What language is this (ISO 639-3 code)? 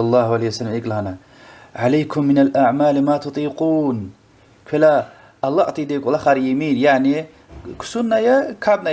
lez